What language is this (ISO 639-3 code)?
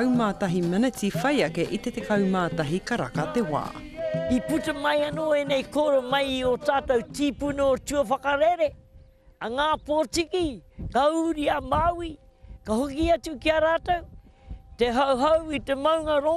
mri